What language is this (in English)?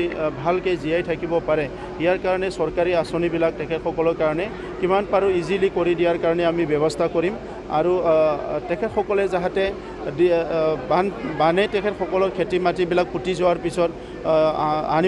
Assamese